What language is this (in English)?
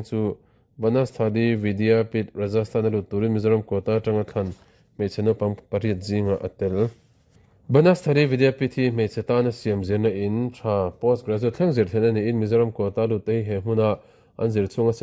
Mizo